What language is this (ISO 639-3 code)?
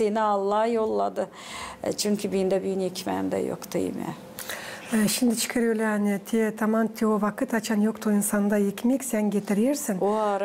gag